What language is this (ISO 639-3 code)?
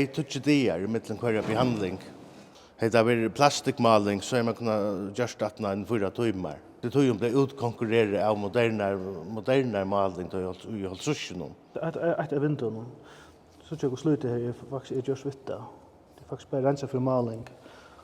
fao